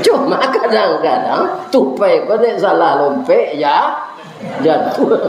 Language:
Minangkabau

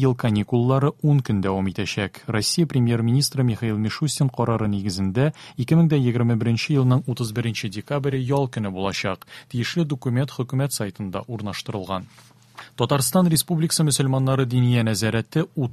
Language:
Tatar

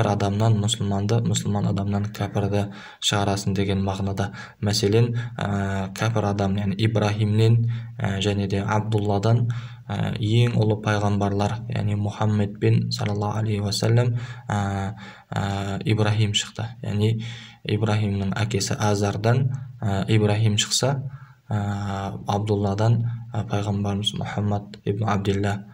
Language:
Kazakh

